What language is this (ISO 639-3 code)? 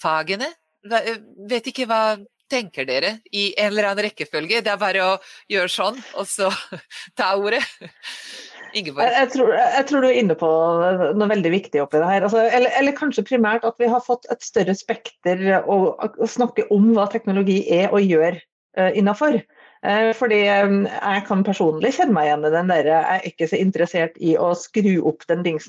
nor